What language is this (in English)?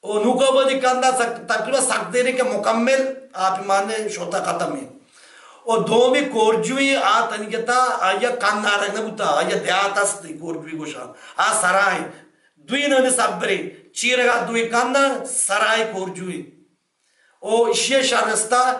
Baluchi